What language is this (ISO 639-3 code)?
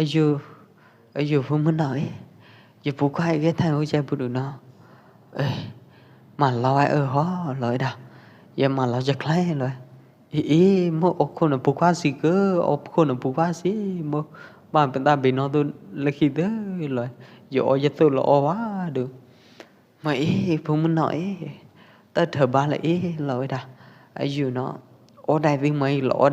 kjp